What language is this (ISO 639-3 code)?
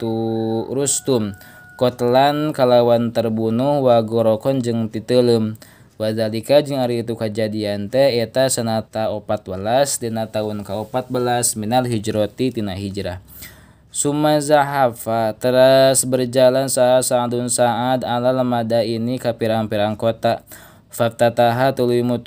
sun